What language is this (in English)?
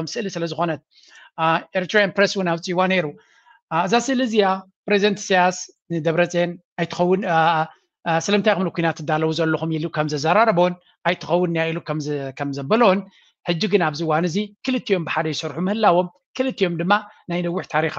Tigrinya